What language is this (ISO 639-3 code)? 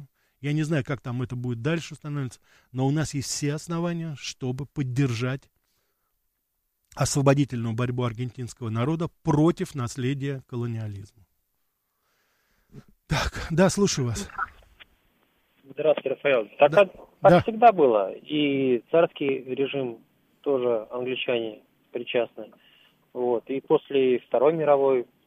rus